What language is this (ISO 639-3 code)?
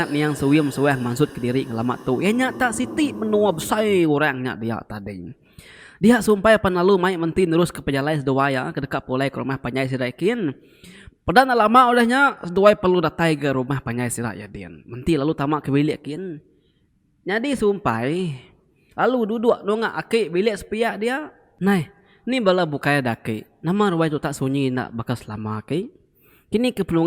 iba